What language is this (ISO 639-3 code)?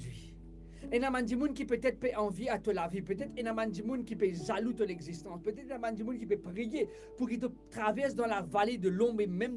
mfe